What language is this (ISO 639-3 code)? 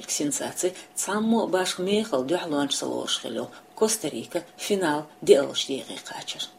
che